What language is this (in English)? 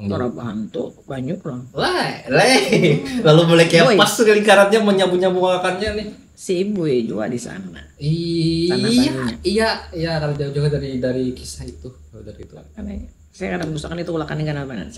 Banjar